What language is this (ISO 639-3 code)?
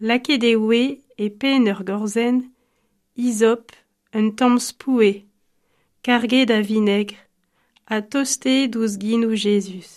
bre